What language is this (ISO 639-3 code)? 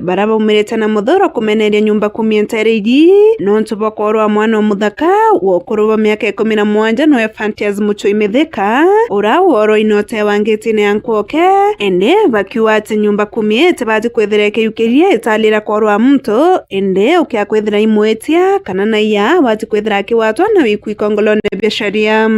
mer